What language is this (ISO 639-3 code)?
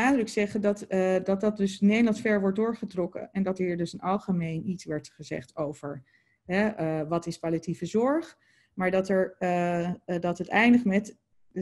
nld